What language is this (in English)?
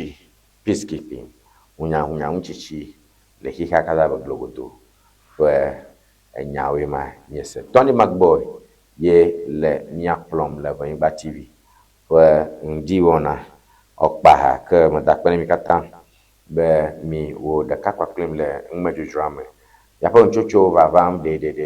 Ewe